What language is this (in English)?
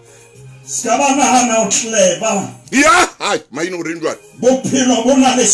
Southern Sotho